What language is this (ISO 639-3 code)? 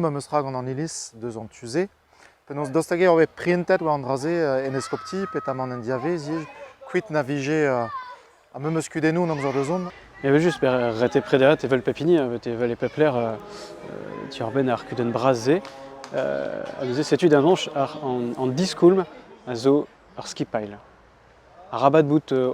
bre